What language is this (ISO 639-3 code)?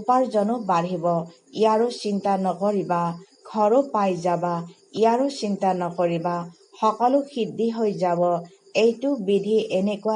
asm